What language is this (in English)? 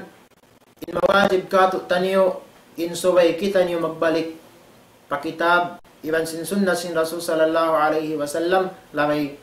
Tausug